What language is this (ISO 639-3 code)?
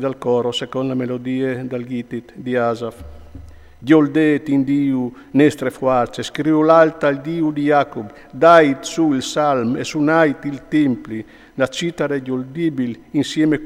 fur